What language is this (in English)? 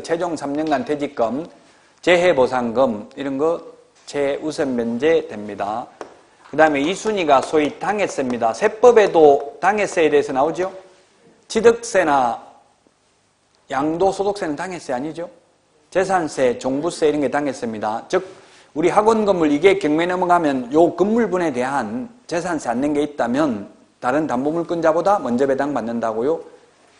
Korean